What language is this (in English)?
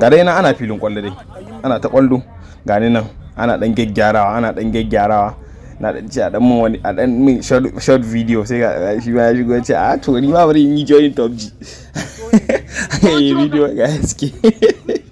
Hausa